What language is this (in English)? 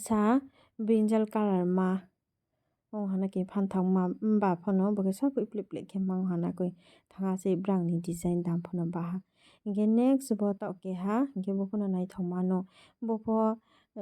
Riang (India)